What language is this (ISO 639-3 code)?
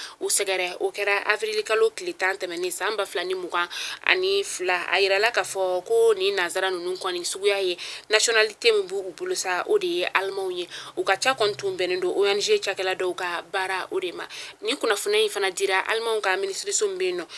bam